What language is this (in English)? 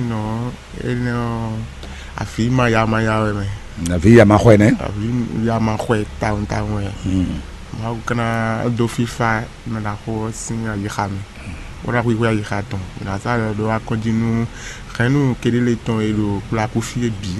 Fon